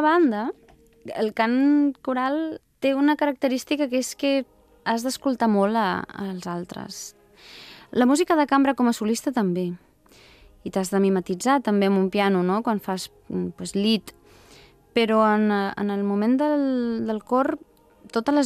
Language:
Catalan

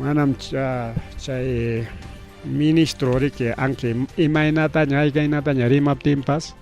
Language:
Ayacucho Quechua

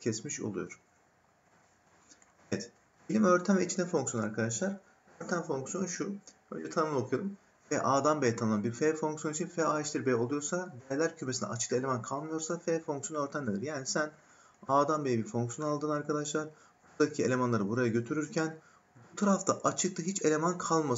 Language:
Turkish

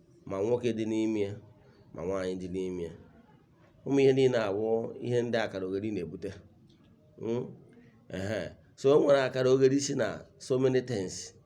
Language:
Igbo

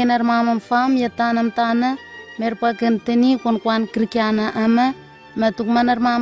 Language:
Southwest Tanna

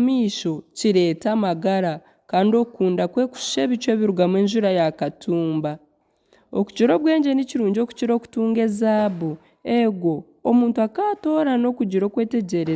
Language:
Nyankole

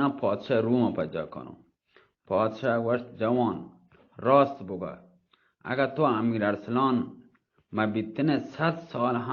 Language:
Baluchi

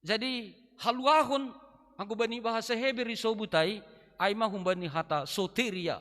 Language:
Batak Simalungun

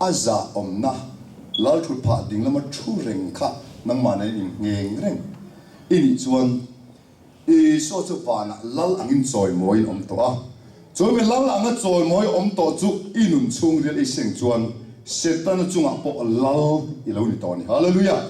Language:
Mizo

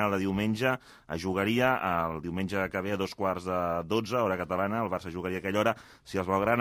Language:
Catalan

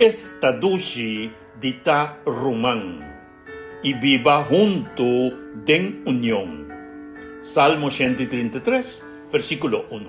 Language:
Papiamento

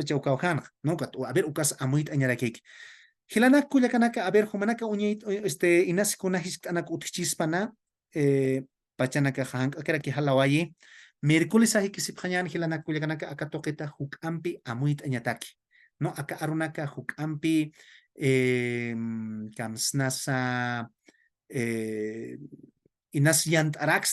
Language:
Aymara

